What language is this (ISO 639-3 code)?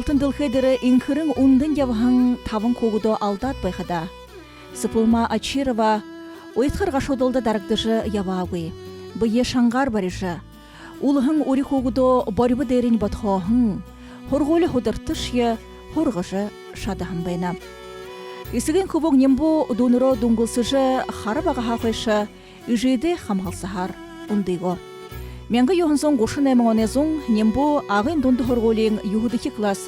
bua